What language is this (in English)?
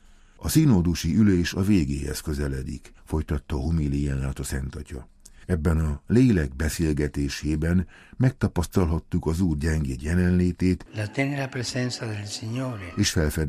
Hungarian